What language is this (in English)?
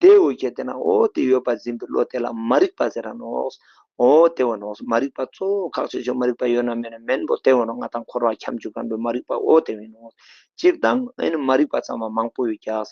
Ladakhi